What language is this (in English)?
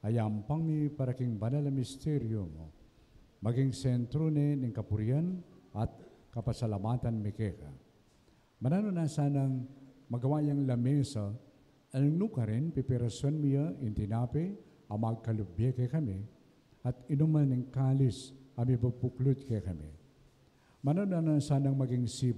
Pampanga